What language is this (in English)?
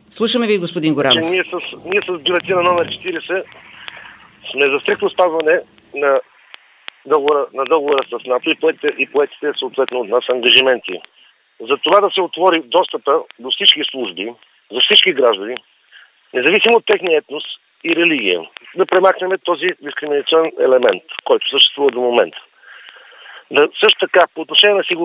Bulgarian